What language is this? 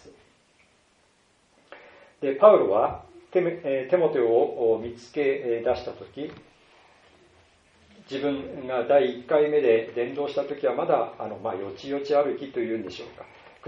Japanese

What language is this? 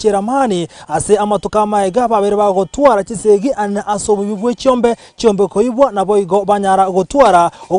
Gusii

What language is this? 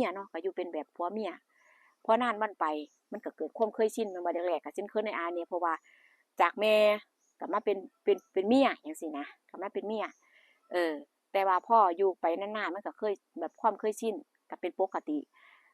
Northeastern Thai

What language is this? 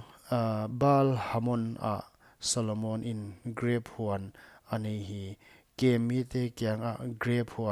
Paite Chin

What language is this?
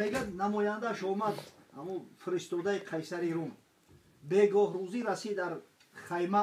Tajik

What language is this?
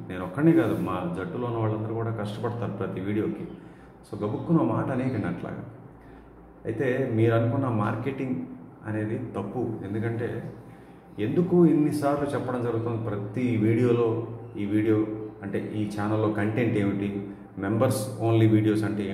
Telugu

